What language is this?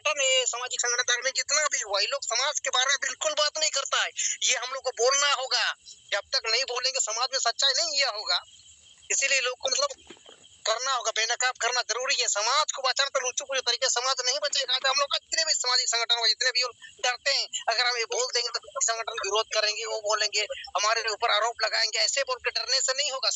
Santali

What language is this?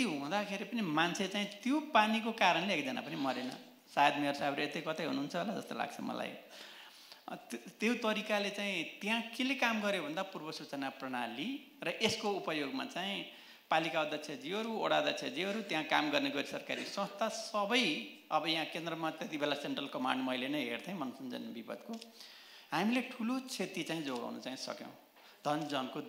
Nepali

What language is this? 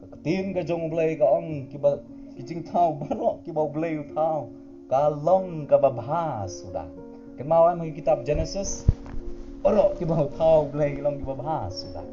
Khasi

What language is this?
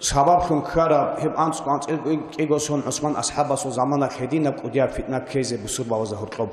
Avaric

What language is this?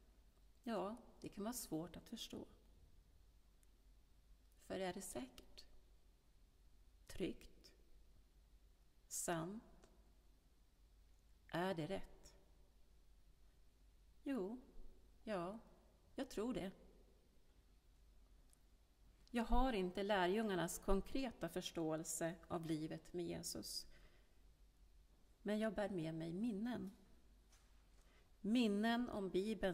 Swedish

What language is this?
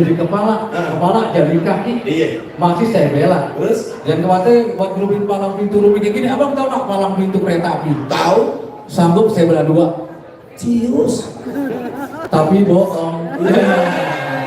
Betawi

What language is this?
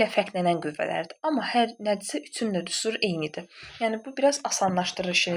Azerbaijani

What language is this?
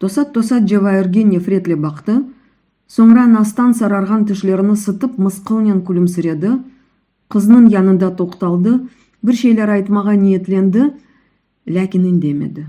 Crimean Tatar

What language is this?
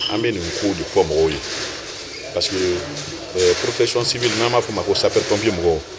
Bambara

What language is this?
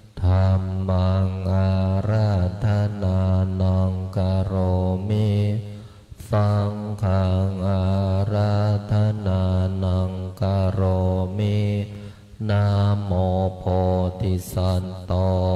Pali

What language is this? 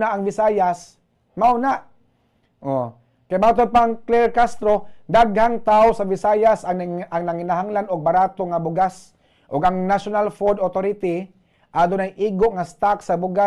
Cebuano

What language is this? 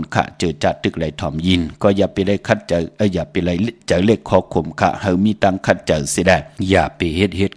Shan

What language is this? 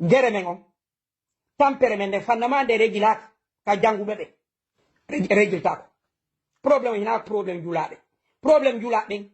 Fula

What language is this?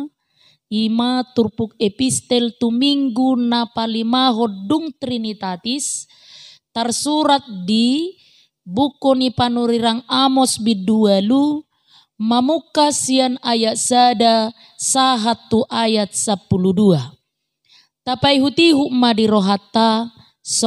Batak Toba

